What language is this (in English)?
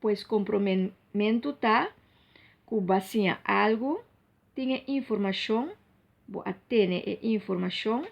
Papiamento